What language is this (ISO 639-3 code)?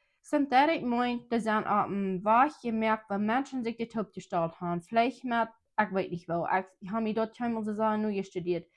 pdt